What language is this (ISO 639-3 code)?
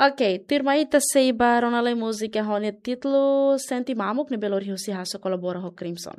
tet